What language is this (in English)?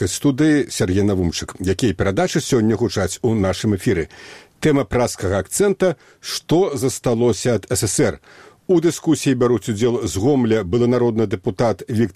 Belarusian